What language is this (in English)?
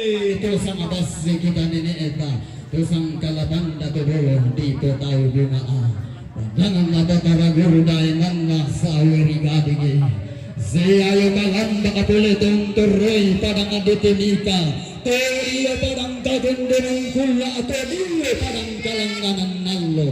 Toraja-Sa'dan